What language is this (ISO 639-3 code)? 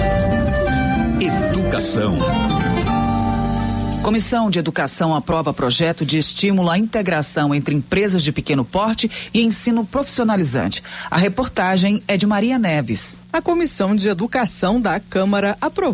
por